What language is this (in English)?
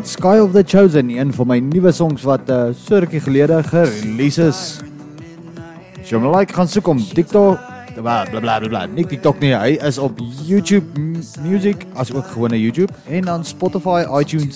Afrikaans